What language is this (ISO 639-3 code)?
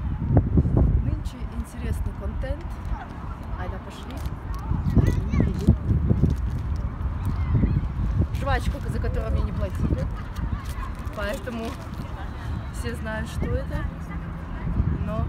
rus